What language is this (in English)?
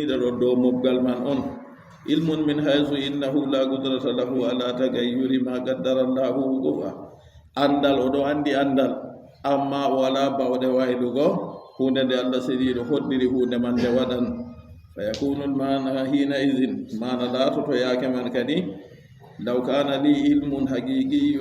Fula